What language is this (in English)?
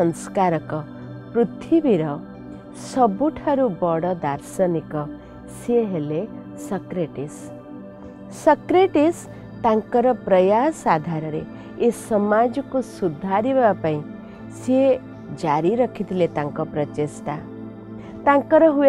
Odia